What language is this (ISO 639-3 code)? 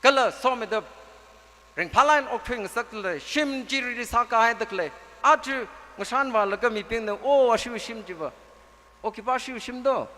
nmf